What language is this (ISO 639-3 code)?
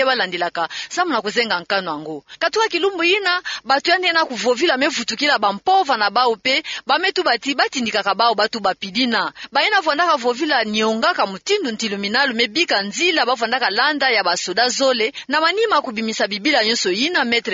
ktu